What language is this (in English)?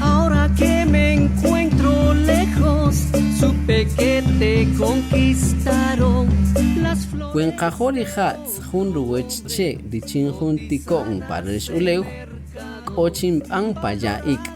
Kaqchikel